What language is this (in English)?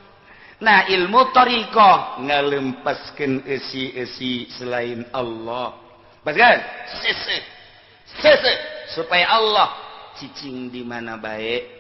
Sundanese